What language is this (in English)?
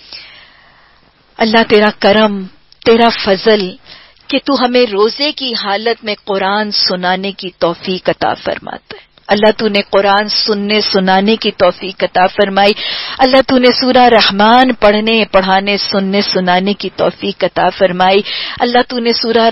Urdu